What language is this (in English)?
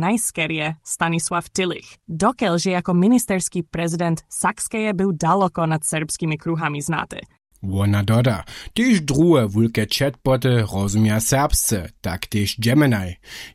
Upper Sorbian